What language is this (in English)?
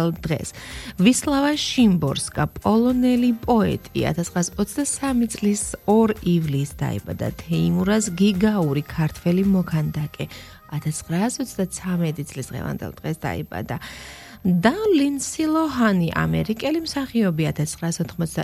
Georgian